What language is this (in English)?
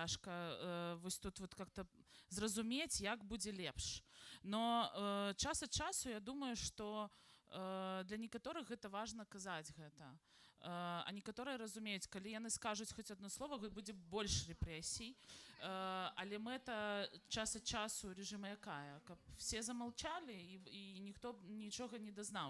Belarusian